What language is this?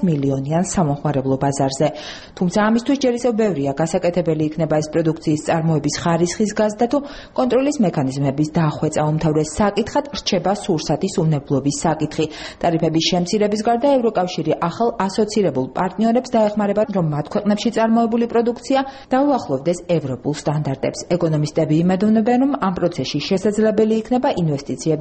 Georgian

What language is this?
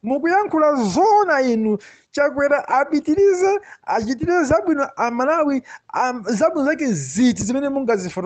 Nyanja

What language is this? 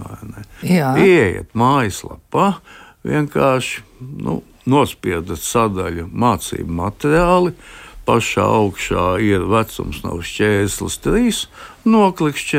Latvian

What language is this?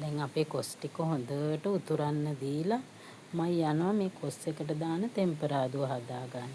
Sinhala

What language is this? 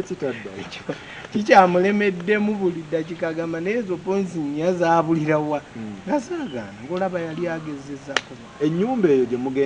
Ganda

